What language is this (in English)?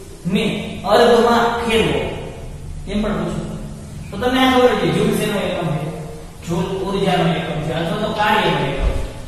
Gujarati